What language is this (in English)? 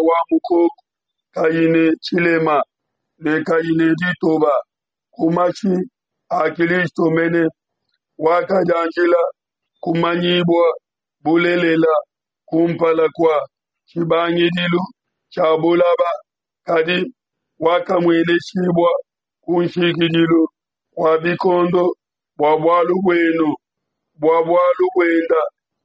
Luba-Lulua